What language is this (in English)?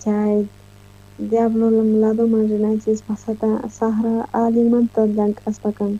South Bolivian Quechua